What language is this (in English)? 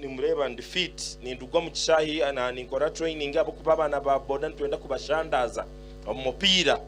Nyankole